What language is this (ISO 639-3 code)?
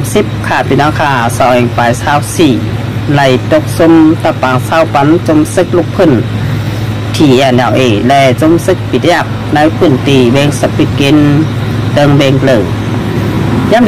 shn